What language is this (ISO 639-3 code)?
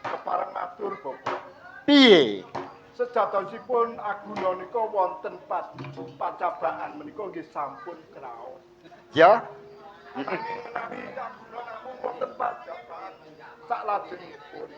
jav